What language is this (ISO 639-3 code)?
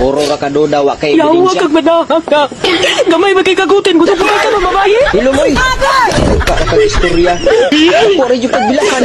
ceb